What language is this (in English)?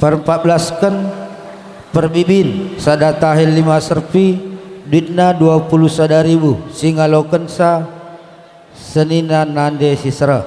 Batak Karo